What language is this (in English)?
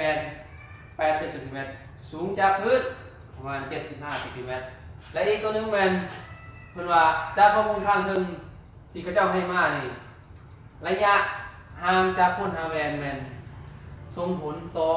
Lao